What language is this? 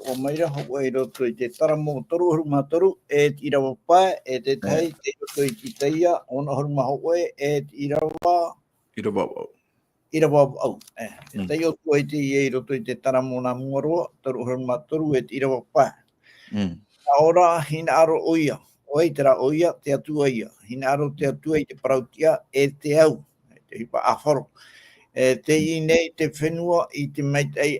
Tahitian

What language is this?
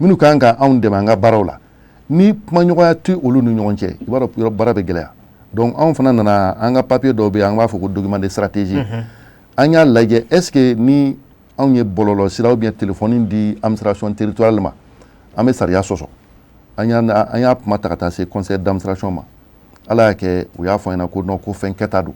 Bambara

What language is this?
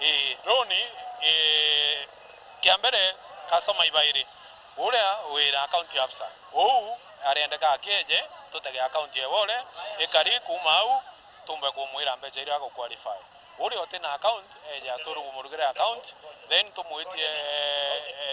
Meru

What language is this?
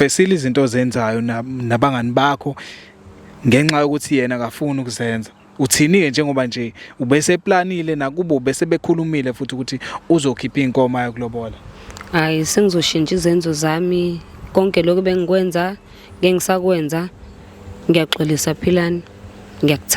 Zulu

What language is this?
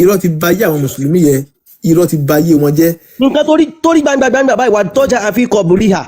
Yoruba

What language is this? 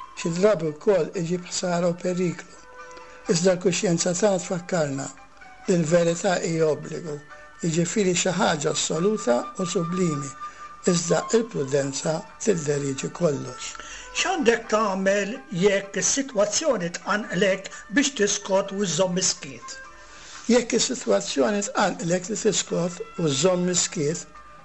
Maltese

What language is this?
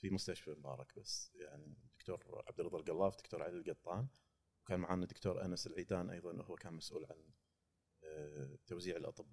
Gulf Arabic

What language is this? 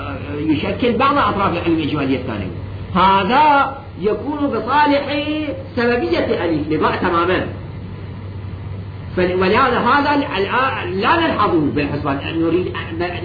Arabic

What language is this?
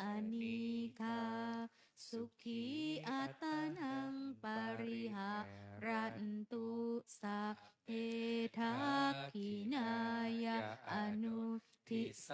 Pali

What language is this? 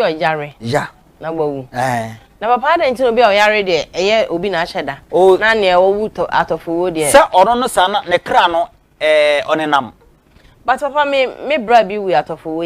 Akan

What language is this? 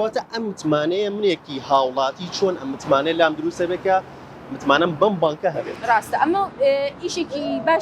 Central Kurdish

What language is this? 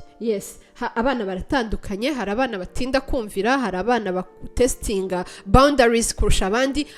Kinyarwanda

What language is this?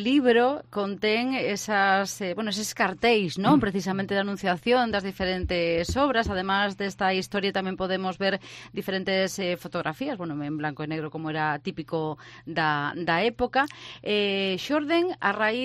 Galician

